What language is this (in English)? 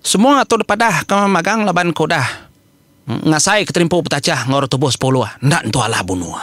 Iban